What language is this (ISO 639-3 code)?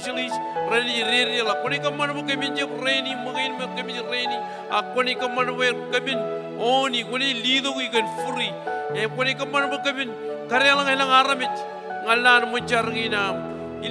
mah